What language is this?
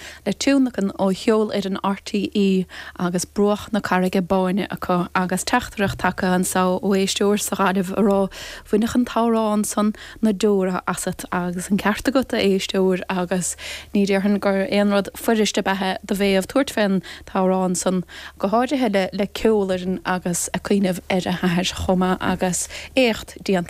Irish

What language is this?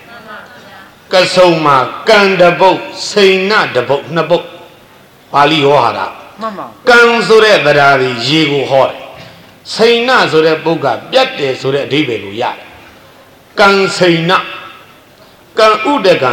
Burmese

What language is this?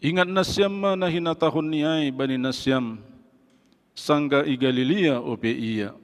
Batak Simalungun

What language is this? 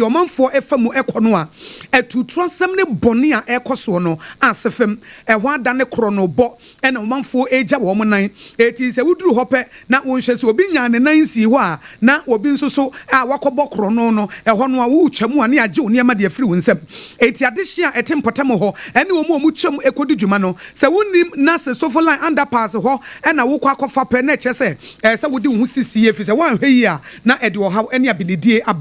Akan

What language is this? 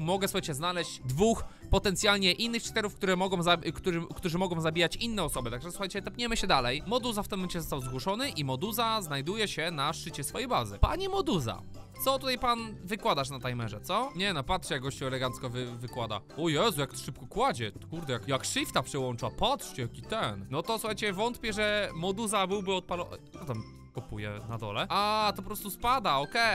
Polish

